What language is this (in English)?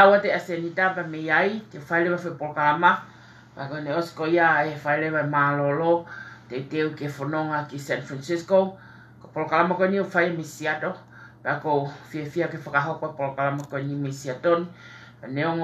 Tongan